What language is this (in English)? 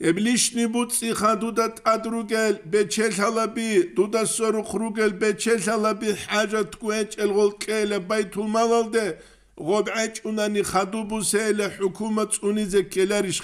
Avaric